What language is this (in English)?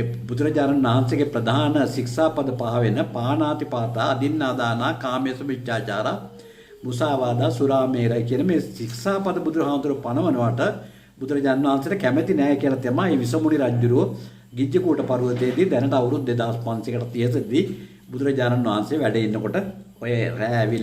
Sinhala